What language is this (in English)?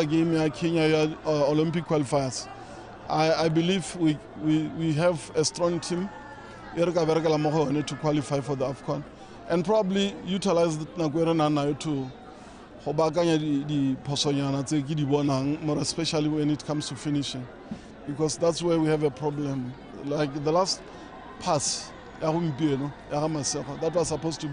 Tswana